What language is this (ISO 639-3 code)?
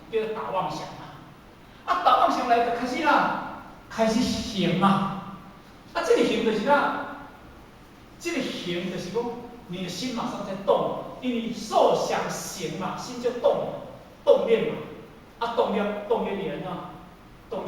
nan